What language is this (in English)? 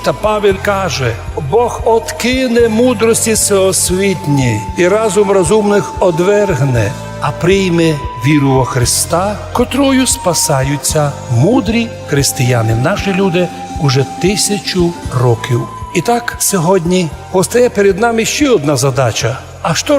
Rusyn